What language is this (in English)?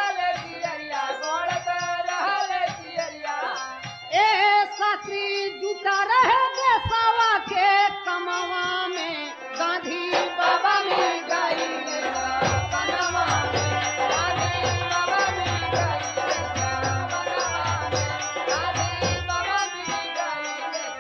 Bhojpuri